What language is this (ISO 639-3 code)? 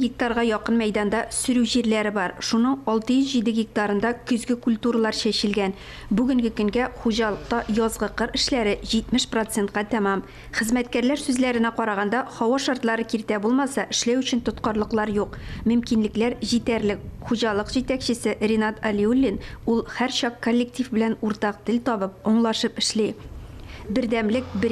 tat